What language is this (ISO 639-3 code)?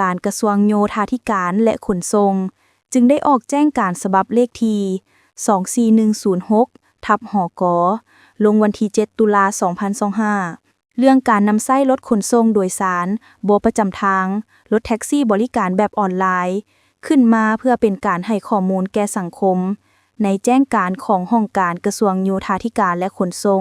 lao